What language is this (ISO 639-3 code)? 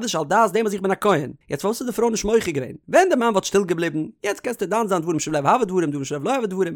yid